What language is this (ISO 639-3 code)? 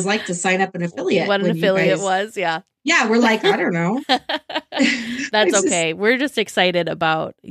eng